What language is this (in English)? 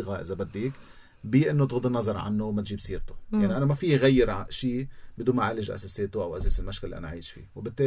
North Levantine Arabic